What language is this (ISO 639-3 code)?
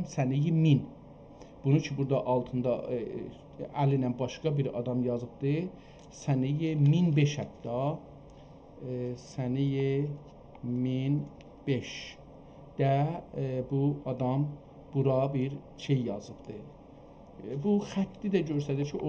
azb